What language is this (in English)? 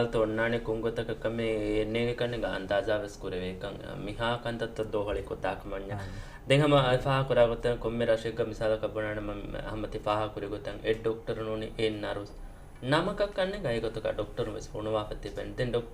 Divehi